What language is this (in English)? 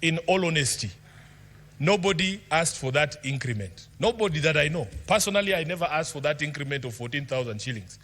Kamba